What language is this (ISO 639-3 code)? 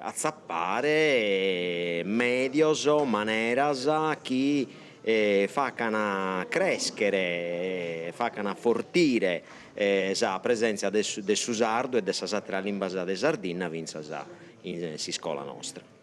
srd